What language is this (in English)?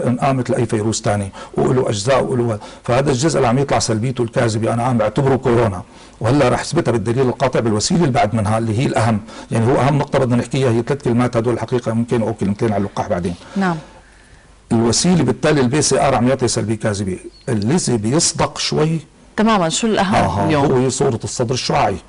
North Levantine Arabic